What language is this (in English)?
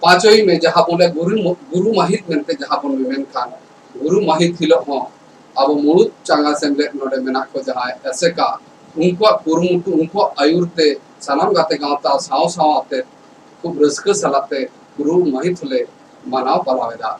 Santali